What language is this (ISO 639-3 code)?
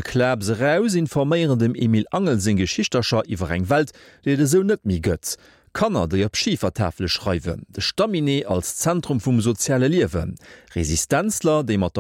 ltz